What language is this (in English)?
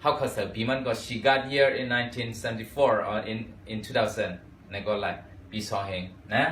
Shan